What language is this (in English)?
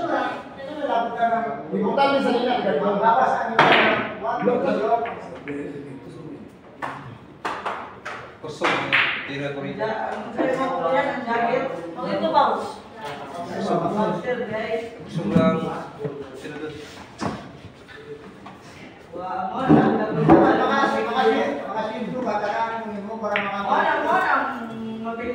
Filipino